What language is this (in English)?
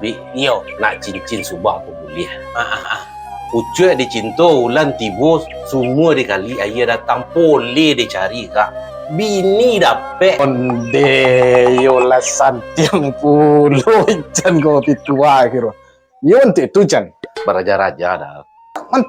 Minangkabau